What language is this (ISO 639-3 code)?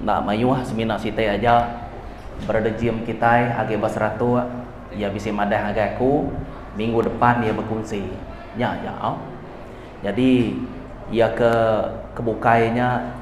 iba